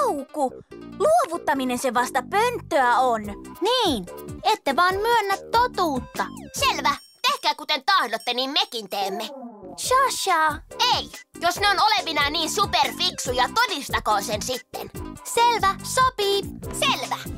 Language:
Finnish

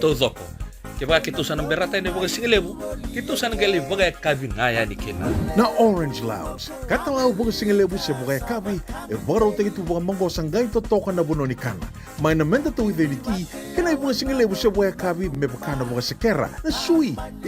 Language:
Fijian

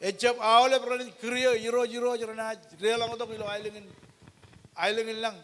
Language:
Marshallese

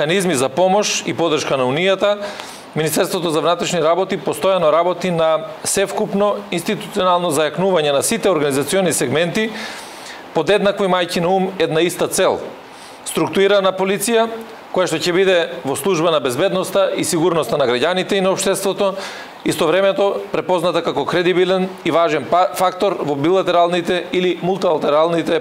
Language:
Macedonian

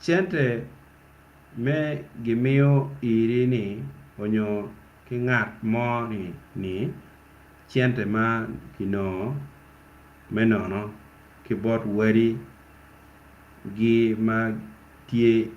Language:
Acoli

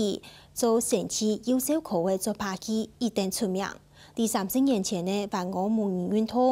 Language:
Hakka Chinese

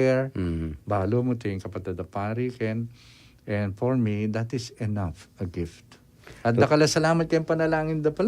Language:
Pampanga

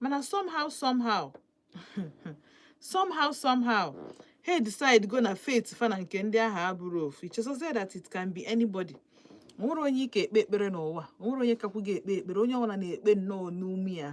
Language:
Igbo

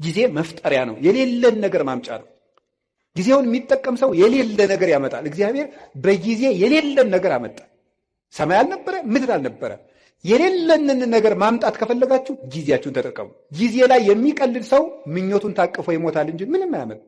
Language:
Amharic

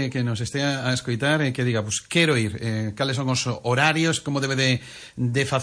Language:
Galician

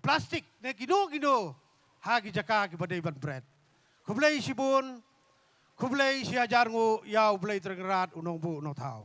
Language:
Khasi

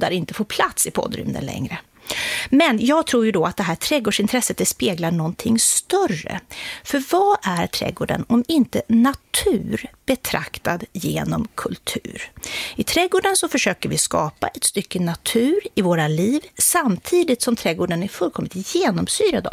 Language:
Swedish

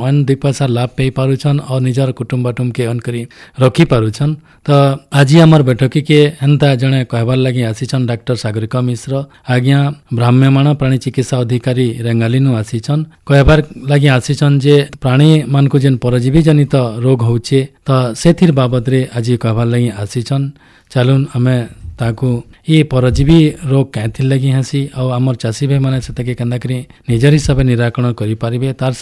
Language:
Odia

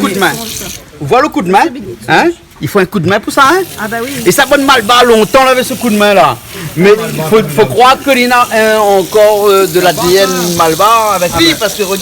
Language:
Réunion Creole French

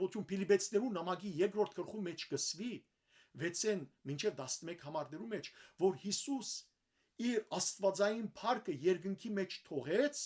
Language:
Western Armenian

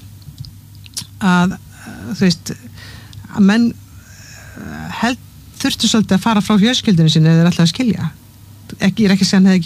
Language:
Icelandic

